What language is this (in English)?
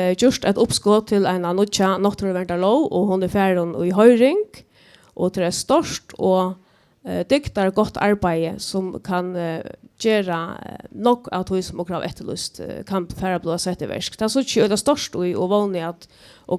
Faroese